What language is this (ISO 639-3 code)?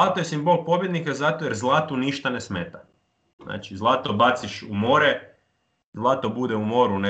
hrv